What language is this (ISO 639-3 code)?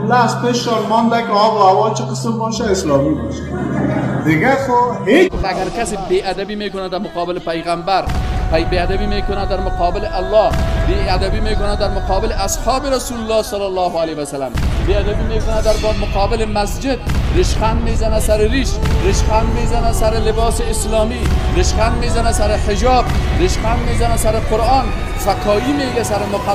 fas